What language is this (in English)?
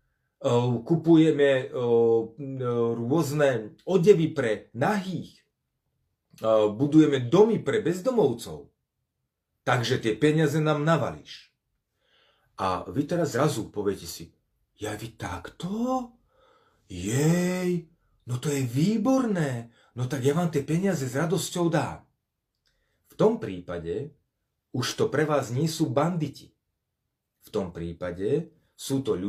Slovak